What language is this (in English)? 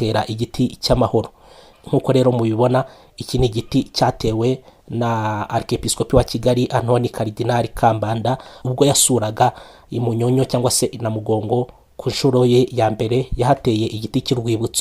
Kinyarwanda